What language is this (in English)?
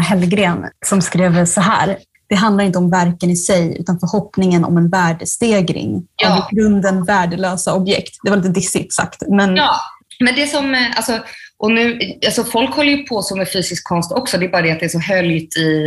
Swedish